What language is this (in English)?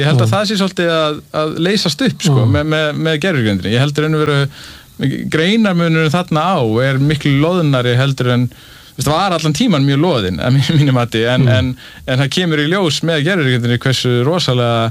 Icelandic